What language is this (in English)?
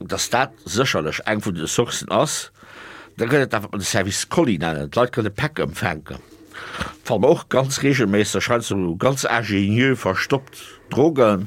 Luxembourgish